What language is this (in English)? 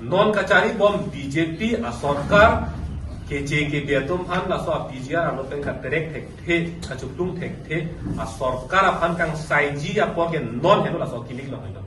Karbi